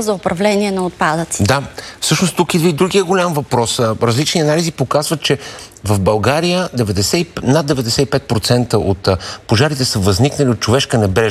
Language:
Bulgarian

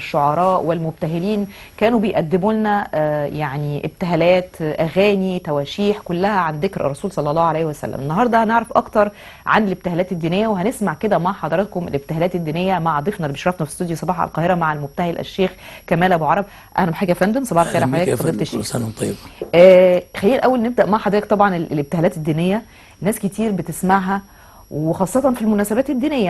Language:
Egyptian Arabic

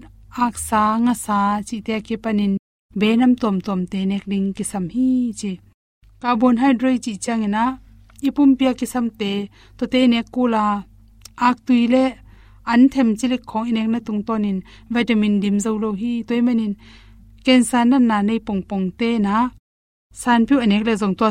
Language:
Tedim Chin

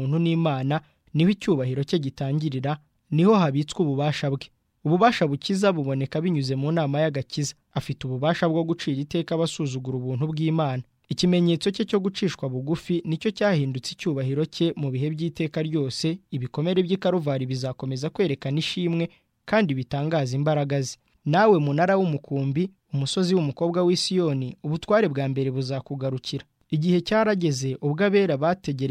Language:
Kinyarwanda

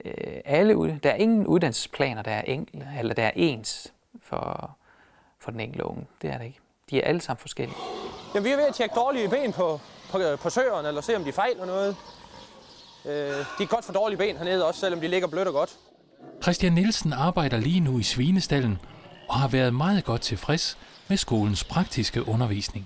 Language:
Danish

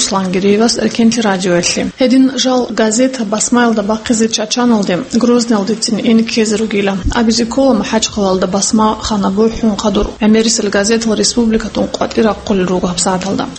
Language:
Avaric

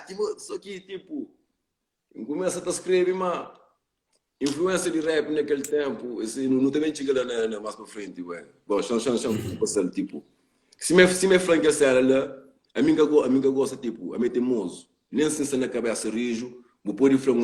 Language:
Kabuverdianu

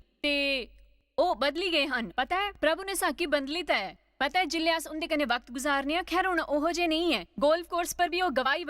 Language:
Dogri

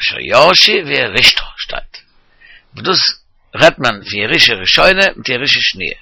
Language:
Yiddish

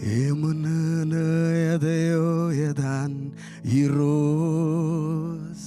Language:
Marshallese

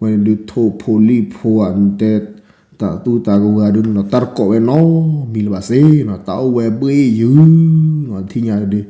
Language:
S'gaw Karen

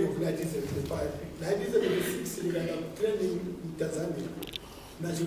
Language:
Shona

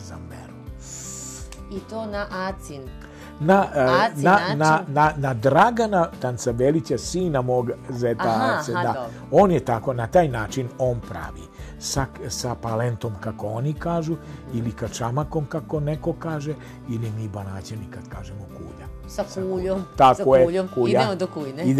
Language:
Serbian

